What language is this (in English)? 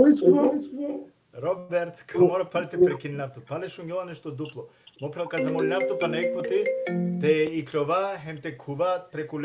Balkan Romani